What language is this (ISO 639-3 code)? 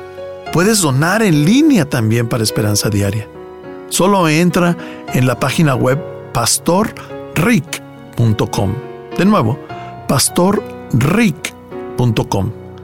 spa